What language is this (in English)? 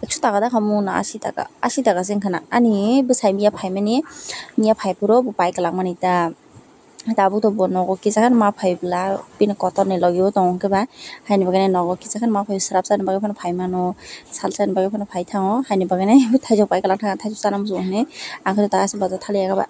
Kok Borok